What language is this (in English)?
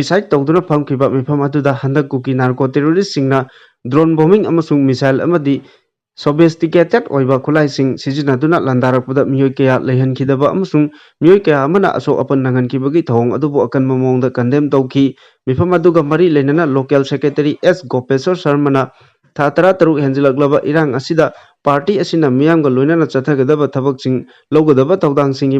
Manipuri